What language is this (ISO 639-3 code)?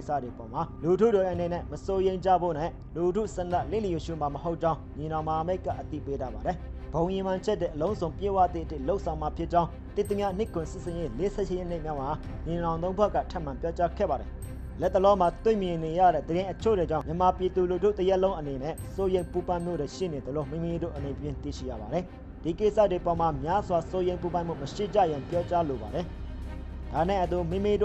mya